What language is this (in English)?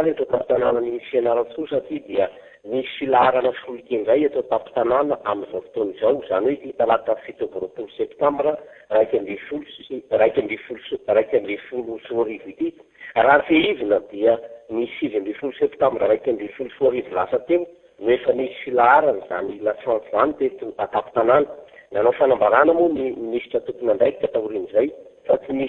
Malagasy